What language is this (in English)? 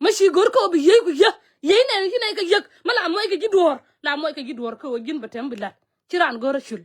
Nuer